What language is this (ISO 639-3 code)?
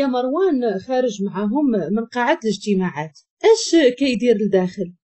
ary